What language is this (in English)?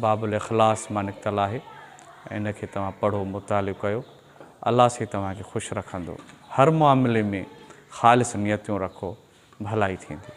Sindhi